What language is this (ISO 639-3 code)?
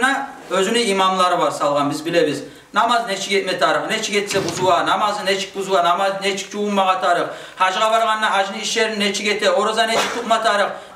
kum